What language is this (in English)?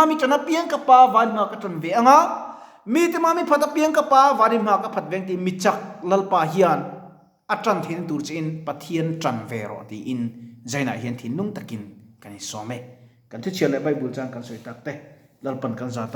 Mizo